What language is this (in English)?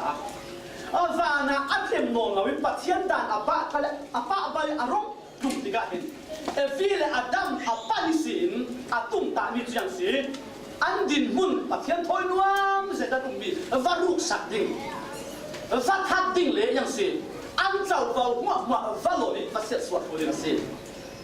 Falam Chin